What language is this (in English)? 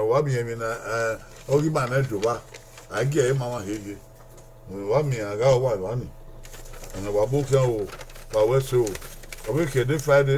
Bini